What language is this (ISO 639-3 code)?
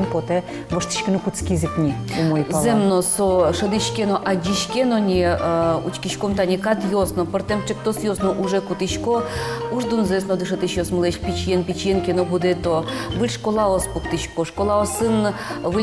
udm